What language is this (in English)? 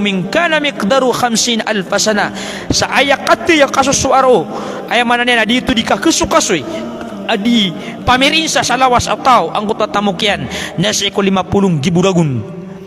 Maranao